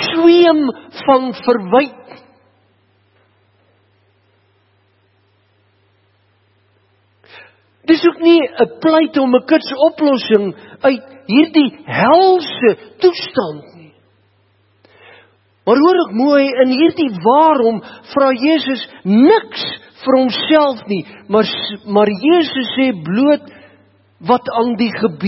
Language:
Afrikaans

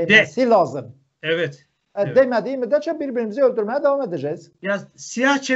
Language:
Turkish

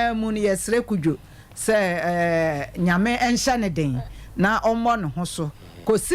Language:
Akan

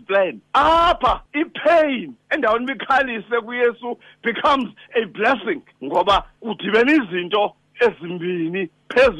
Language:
Xhosa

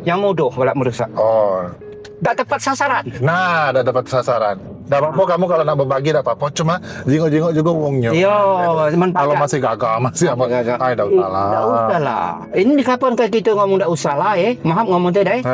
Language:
Musi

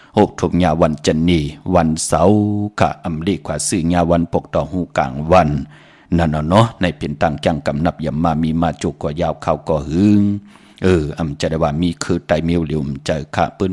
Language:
Shan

